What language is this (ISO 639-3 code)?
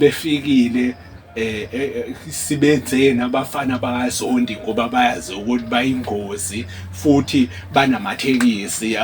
zul